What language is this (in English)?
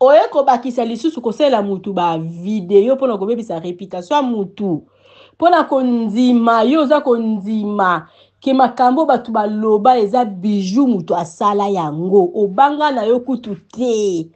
Lingala